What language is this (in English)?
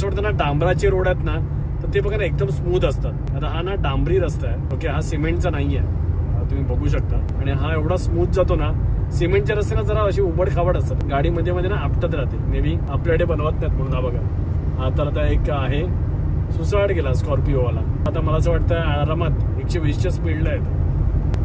Marathi